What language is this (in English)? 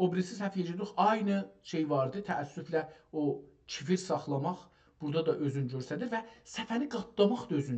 South Azerbaijani